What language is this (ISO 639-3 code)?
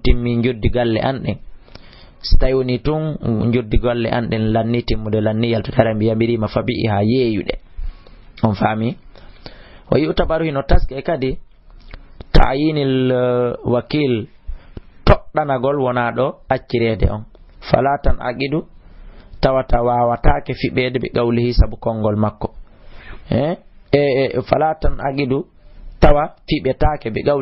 ful